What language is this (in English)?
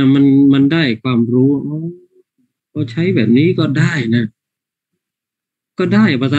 Thai